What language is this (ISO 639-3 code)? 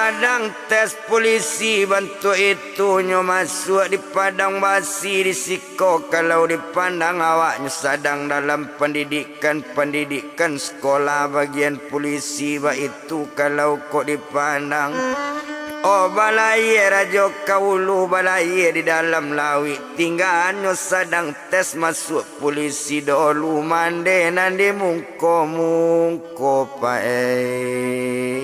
min